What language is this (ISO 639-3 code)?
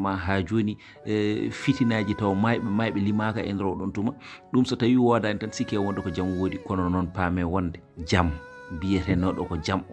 ful